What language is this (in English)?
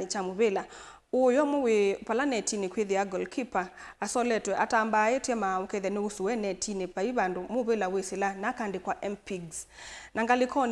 Kamba